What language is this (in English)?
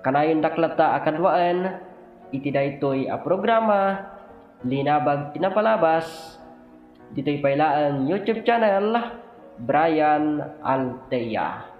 Iloko